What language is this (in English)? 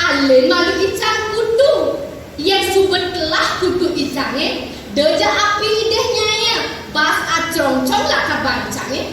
Balinese